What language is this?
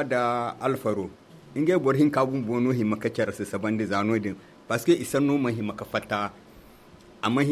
Zarma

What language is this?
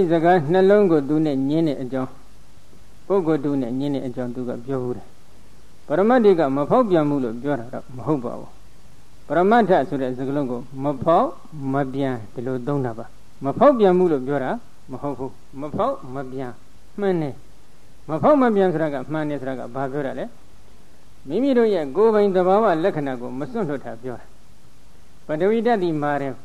Burmese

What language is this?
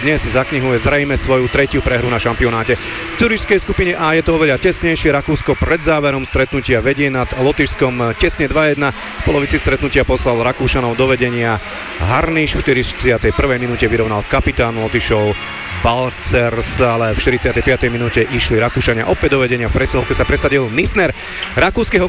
Slovak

